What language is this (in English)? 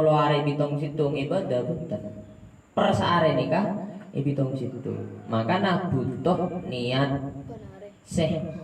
Madurese